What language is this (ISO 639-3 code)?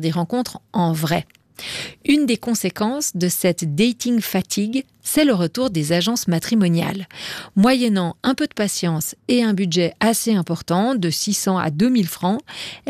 fra